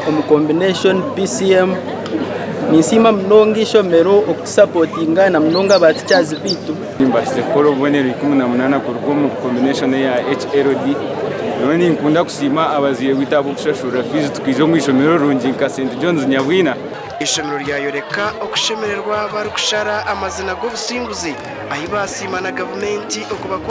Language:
Nyankole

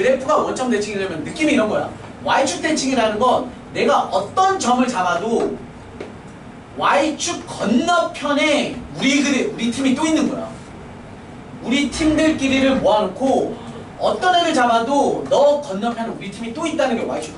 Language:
Korean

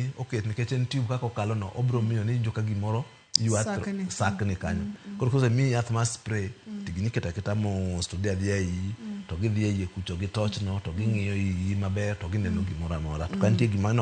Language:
Luo (Kenya and Tanzania)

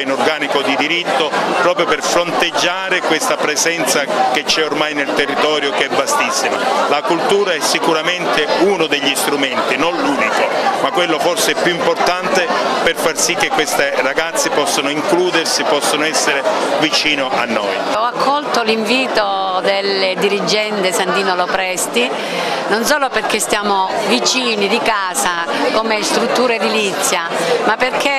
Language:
Italian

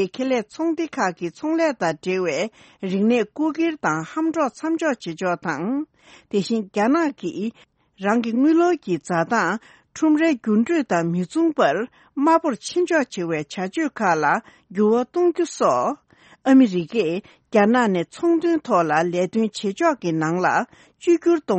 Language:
Tibetan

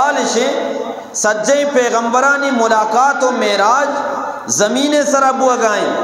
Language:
Eastern Balochi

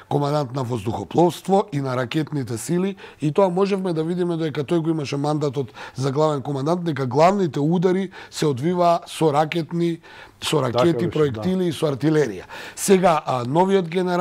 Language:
Macedonian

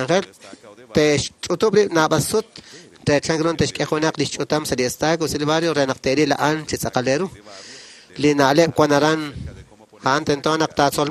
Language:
Kekchí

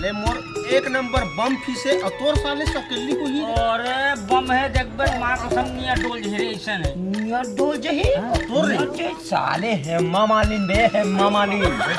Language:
Chhattisgarhi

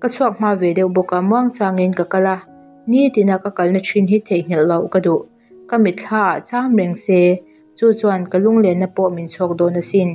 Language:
Mizo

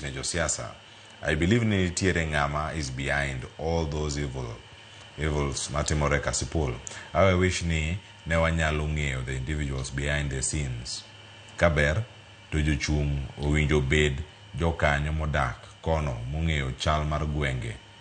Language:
Luo (Kenya and Tanzania)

